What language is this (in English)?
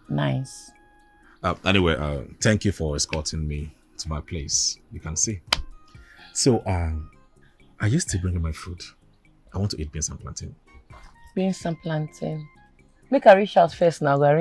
Nigerian Pidgin